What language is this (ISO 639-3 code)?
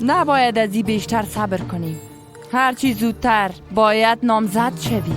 fas